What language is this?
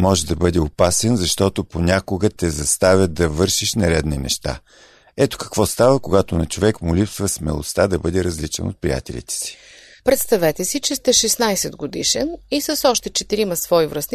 Bulgarian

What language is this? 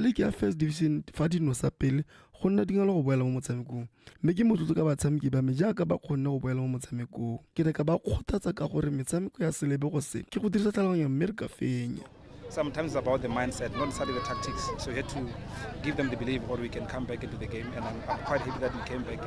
Tswana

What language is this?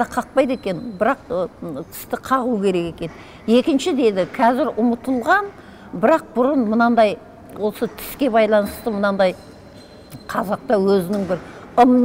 Kazakh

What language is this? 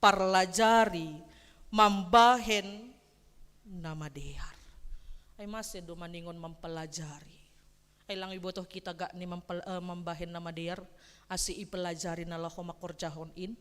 Batak Simalungun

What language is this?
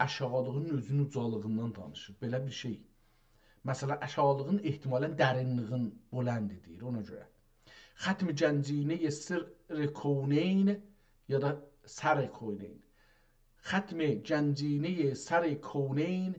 South Azerbaijani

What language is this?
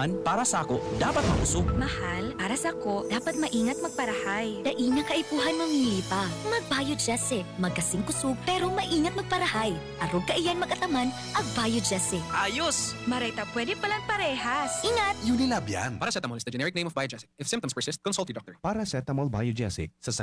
Bikol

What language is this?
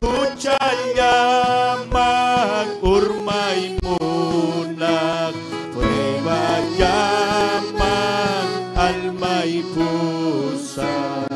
Ayacucho Quechua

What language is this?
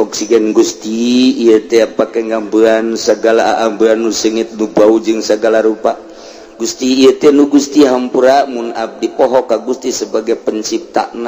Sundanese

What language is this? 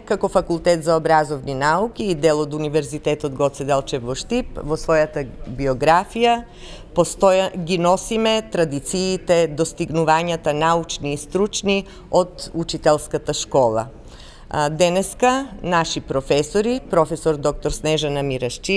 Macedonian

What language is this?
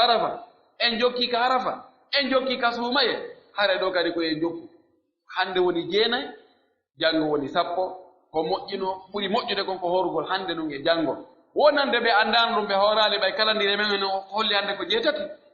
Pular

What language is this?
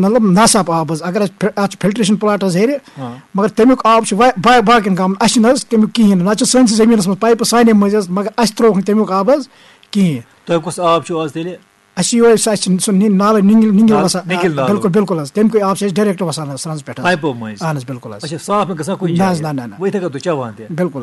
Kashmiri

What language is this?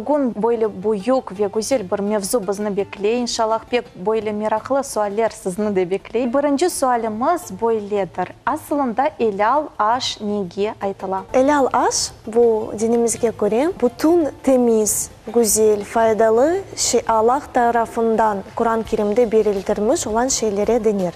Crimean Tatar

